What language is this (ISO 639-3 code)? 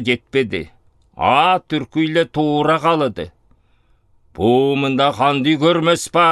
alt